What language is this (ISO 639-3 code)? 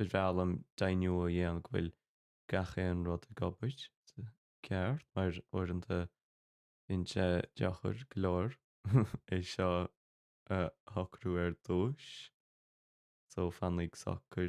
gle